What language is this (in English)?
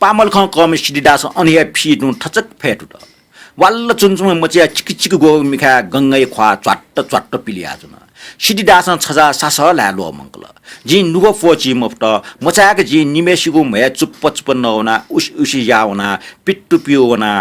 Newari